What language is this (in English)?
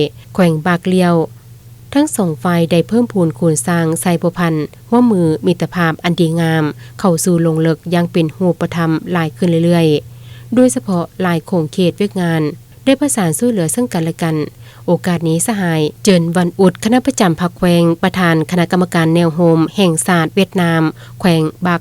Lao